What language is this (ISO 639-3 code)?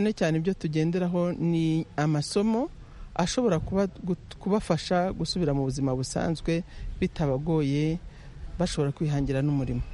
kin